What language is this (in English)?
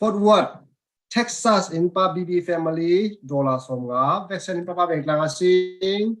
Falam Chin